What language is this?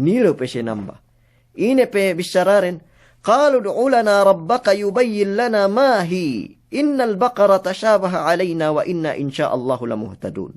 Yakan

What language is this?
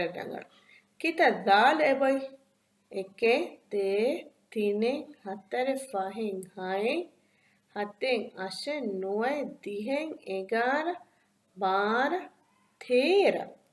Divehi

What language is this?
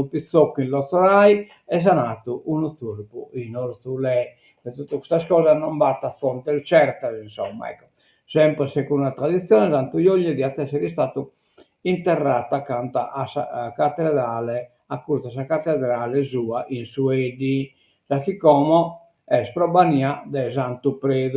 Sardinian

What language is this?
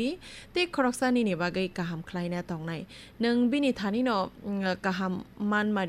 Kok Borok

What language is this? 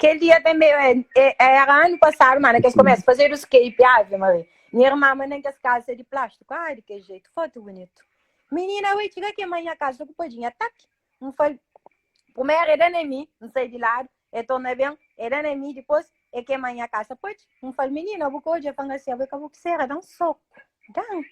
Kabuverdianu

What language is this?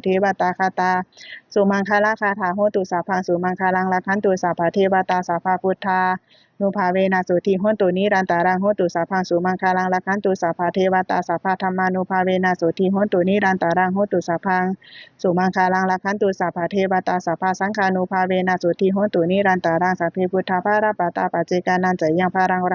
Pali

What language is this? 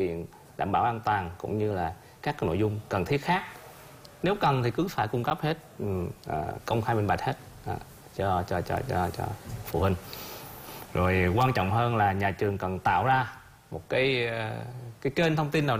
Vietnamese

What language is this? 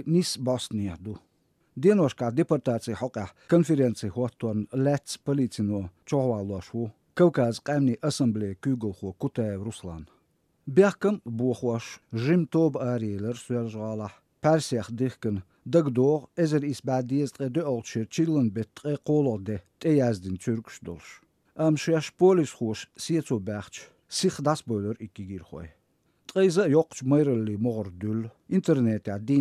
Chechen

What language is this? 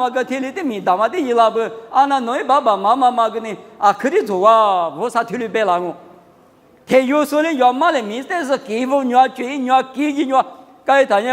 Lisu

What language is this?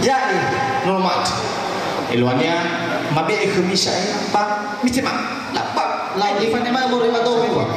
Nias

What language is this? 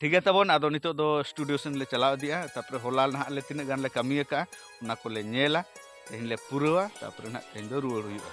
Santali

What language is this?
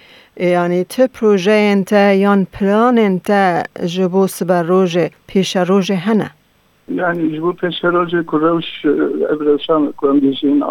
Kurdish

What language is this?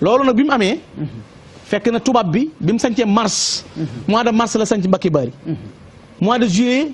Wolof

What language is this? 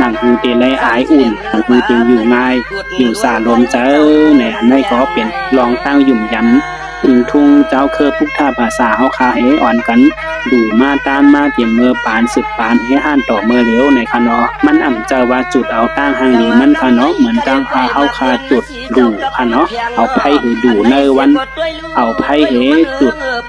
Shan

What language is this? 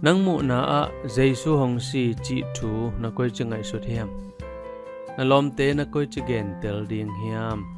Tedim Chin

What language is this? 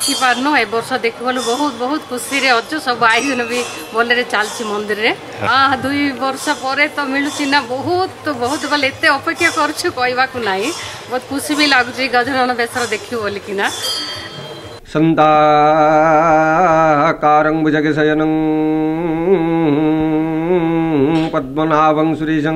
Odia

